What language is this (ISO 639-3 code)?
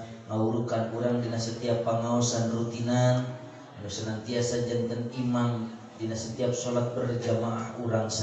sun